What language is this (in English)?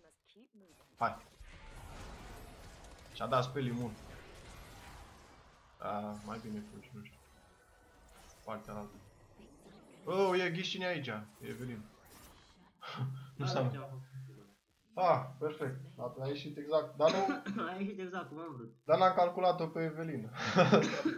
Romanian